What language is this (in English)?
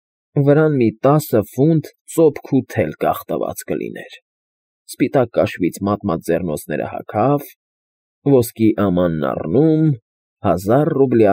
Armenian